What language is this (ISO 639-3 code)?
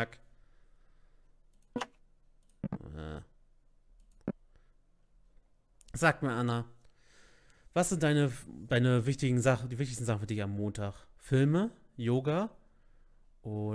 deu